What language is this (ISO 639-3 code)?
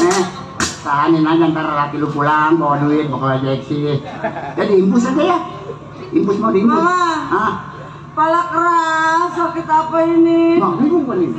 bew